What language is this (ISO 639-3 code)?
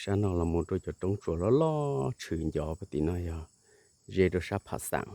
hmn